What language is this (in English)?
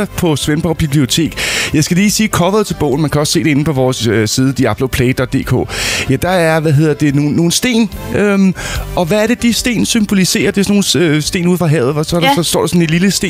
Danish